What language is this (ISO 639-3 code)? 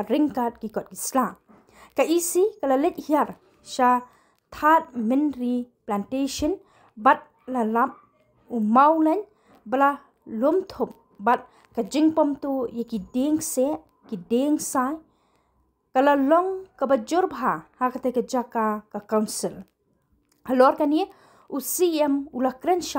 kha